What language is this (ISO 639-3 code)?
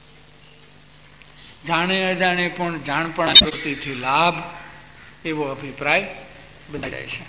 guj